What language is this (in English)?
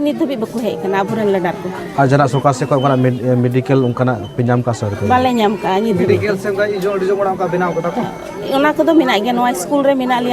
Santali